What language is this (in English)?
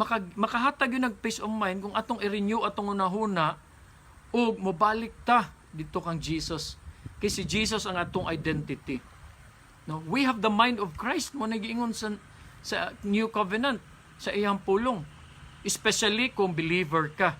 Cebuano